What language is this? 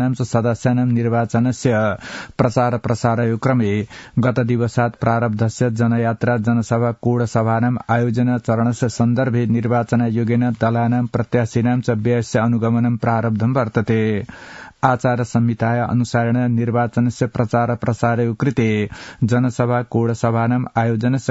Sanskrit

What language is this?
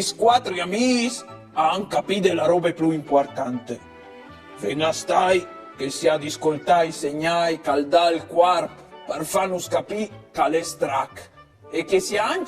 Friulian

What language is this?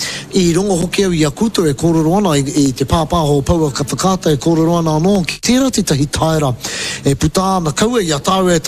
Māori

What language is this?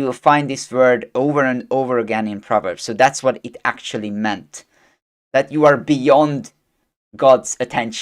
English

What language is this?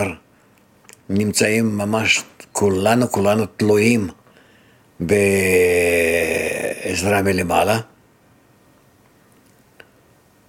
Hebrew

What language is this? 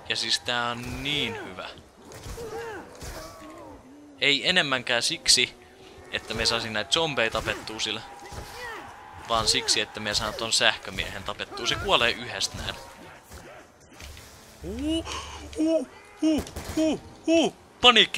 Finnish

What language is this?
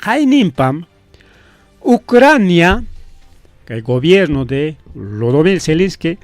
Ayacucho Quechua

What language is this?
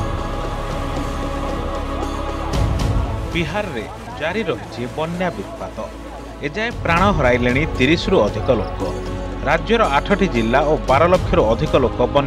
Odia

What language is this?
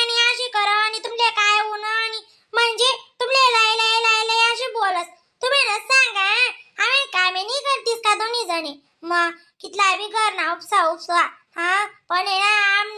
Khandesi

